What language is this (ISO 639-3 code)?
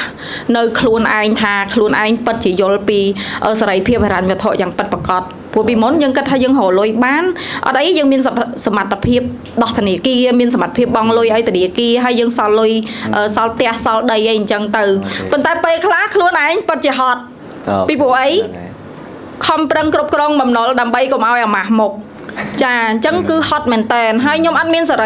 khm